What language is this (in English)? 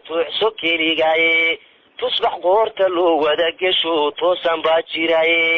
Somali